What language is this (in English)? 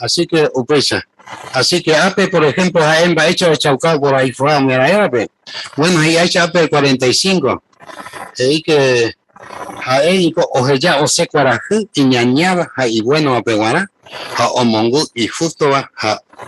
Guarani